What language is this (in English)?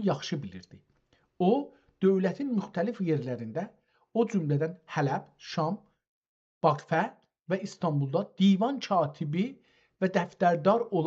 South Azerbaijani